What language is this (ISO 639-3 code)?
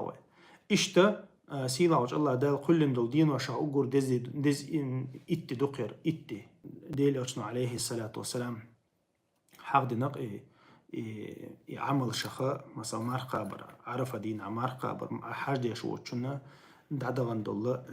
che